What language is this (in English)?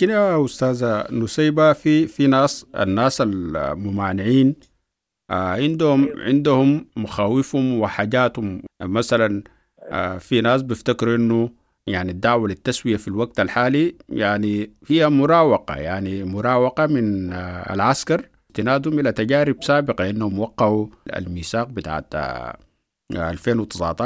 Sudanese Arabic